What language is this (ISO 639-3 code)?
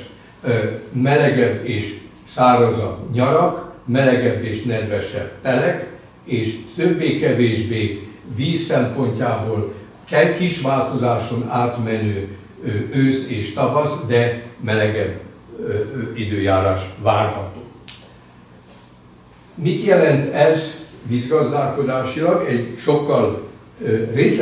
hun